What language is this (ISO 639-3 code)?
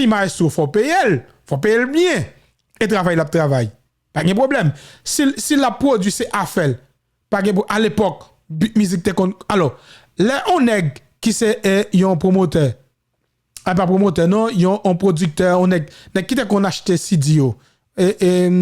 hat